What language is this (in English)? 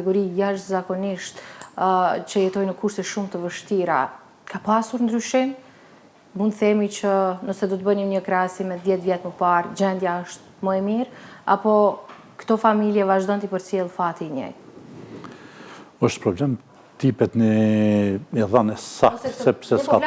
Albanian